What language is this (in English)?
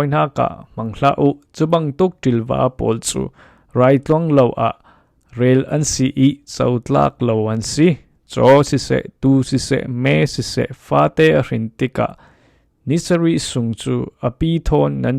Falam Chin